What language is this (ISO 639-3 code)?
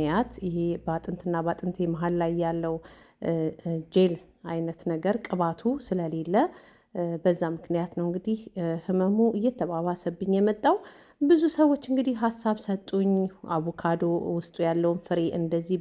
amh